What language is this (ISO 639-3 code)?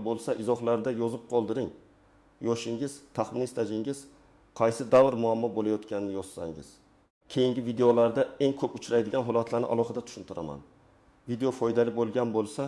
uzb